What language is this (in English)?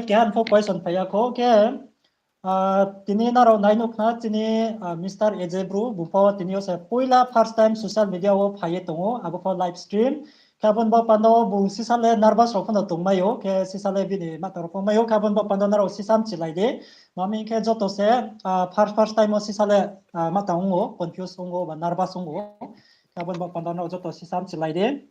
Riang (India)